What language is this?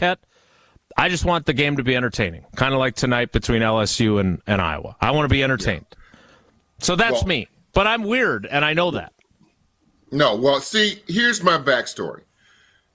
English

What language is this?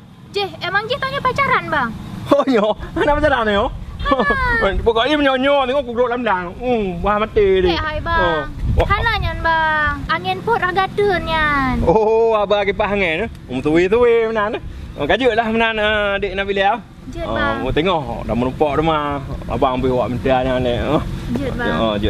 Achinese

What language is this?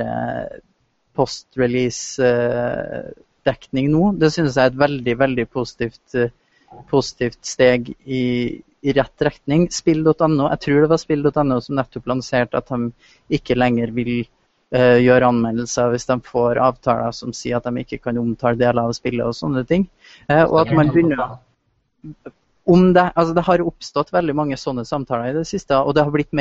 Norwegian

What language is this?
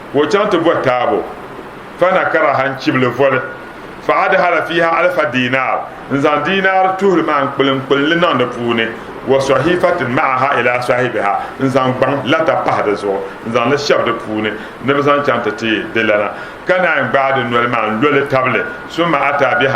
Dagbani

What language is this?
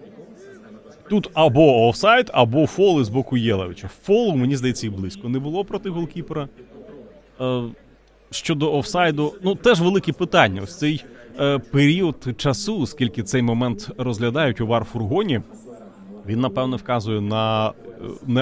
Ukrainian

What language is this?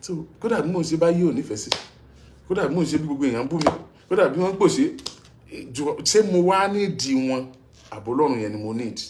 Yoruba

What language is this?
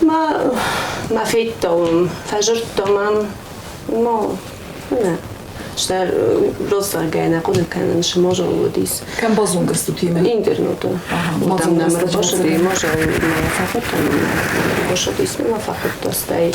Ossetic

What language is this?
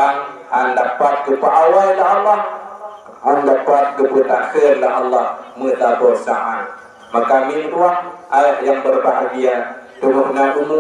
Achinese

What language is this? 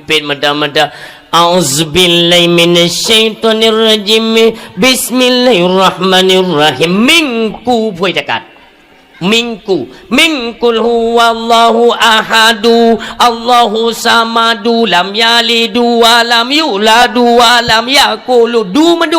Achinese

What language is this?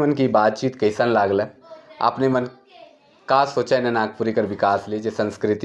Sadri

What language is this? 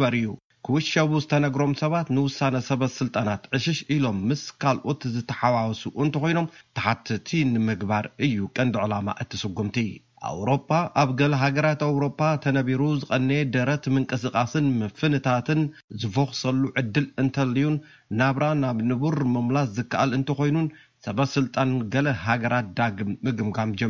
Tigrinya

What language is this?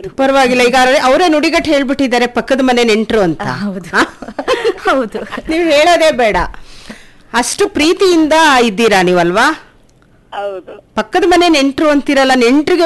Kannada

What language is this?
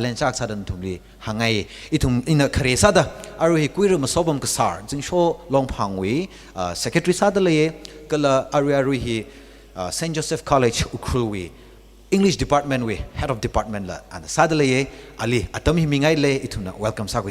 Tangkhul Naga (India)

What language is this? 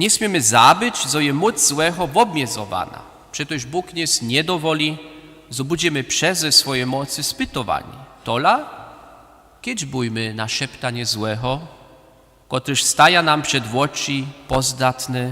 Upper Sorbian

